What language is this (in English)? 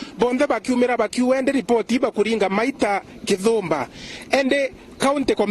Meru